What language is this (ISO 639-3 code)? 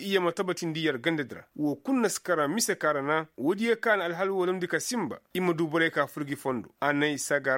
ses